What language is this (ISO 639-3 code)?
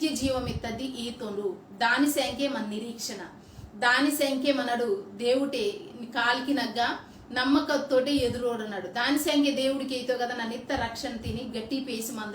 kff